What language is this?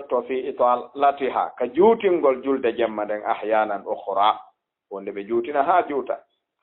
Fula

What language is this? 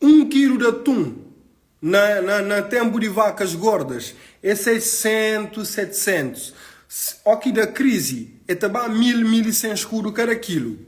Kabuverdianu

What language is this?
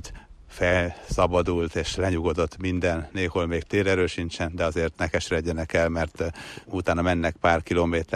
Hungarian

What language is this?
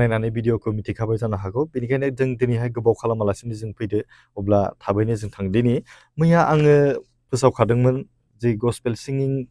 Bodo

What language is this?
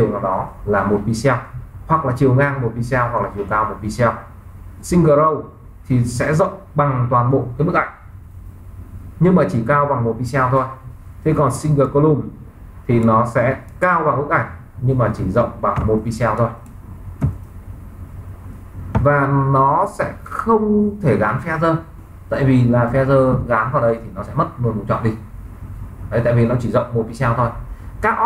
Vietnamese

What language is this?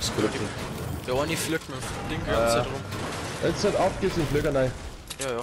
Bavarian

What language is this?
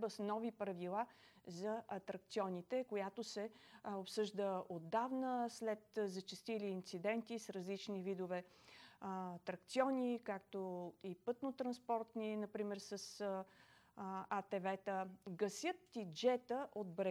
Bulgarian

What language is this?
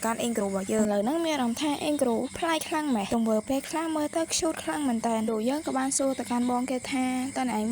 Khmer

